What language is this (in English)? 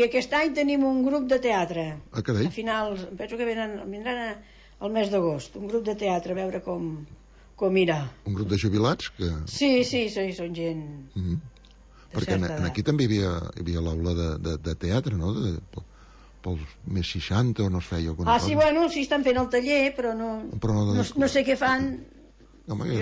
Catalan